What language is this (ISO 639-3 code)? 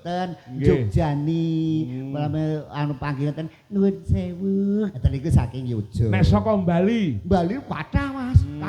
jav